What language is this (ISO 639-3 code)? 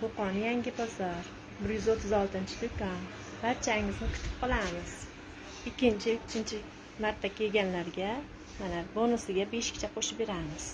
uzb